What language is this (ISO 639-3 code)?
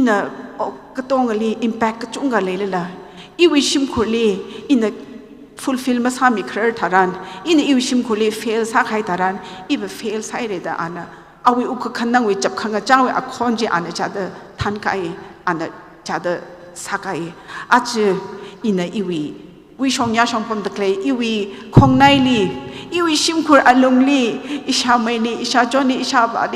nmf